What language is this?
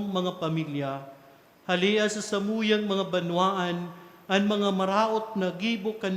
Bikol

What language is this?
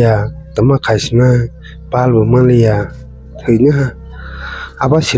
Kok Borok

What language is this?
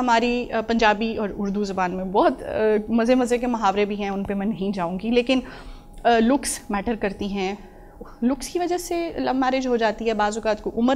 Urdu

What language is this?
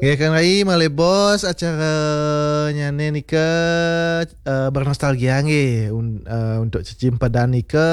Balinese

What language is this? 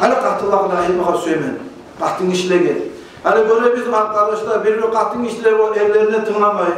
Kumyk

